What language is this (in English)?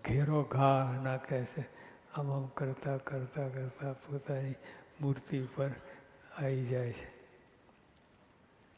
Gujarati